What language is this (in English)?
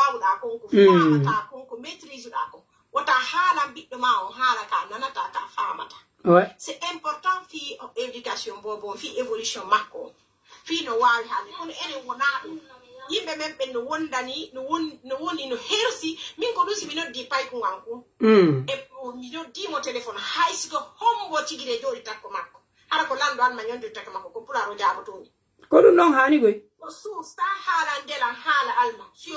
Pular